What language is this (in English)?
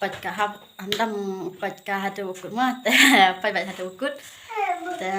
Khasi